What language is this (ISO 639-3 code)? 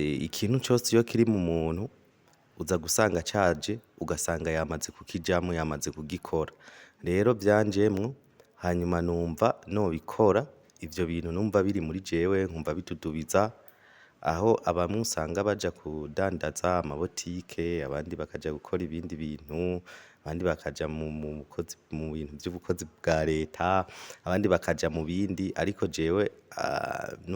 run